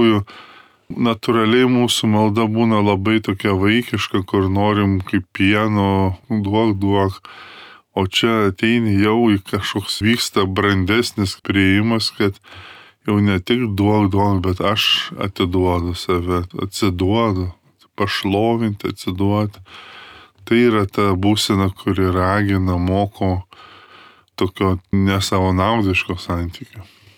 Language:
Lithuanian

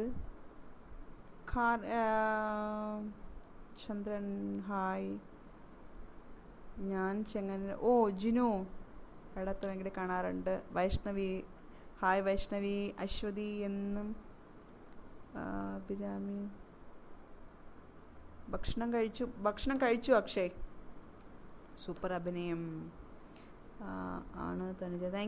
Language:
Malayalam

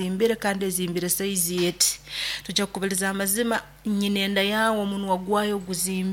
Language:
Nyoro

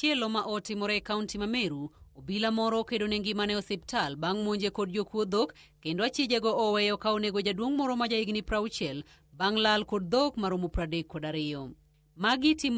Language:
Luo (Kenya and Tanzania)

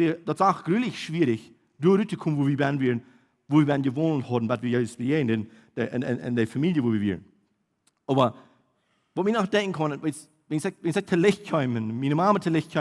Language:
Plautdietsch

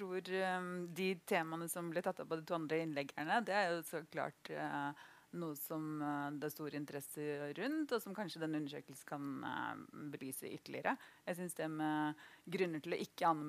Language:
Norwegian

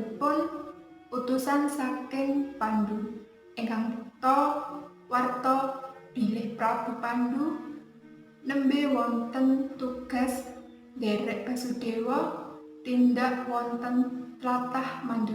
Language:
Javanese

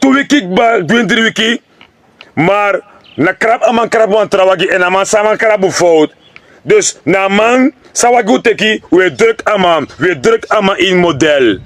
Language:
Sranan Tongo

